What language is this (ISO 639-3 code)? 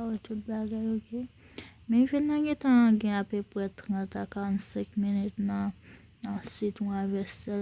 hat